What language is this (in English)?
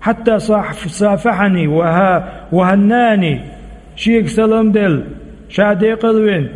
Chechen